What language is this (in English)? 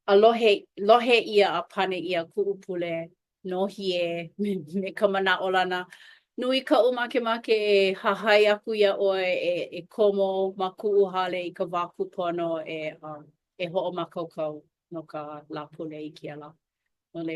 Hawaiian